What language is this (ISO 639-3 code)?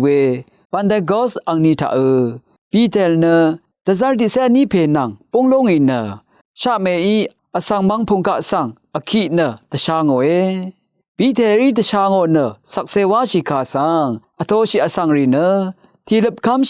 raw